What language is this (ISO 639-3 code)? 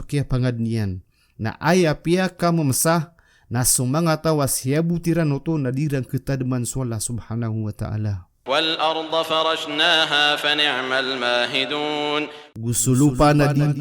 mrw